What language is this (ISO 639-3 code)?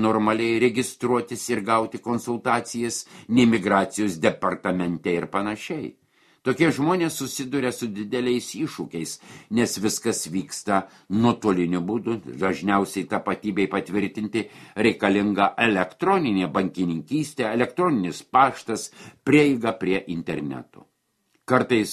lit